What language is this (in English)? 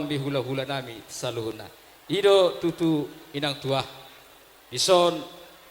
Batak Toba